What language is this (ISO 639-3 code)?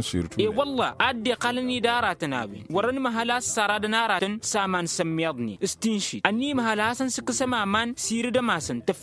taq